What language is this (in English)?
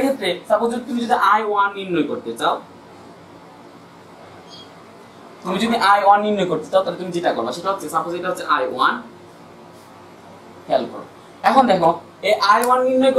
Bangla